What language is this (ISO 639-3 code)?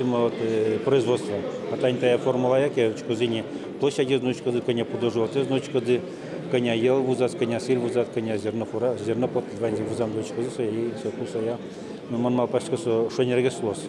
udm